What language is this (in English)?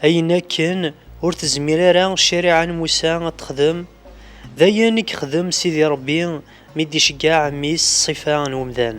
Kabyle